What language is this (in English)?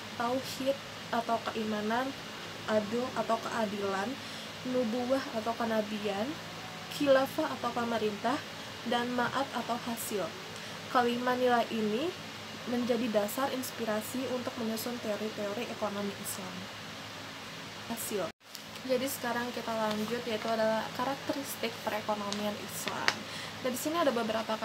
Indonesian